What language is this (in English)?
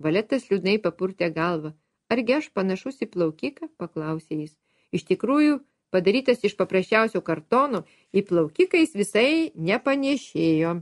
Lithuanian